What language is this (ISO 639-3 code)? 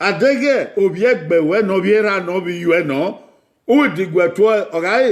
bin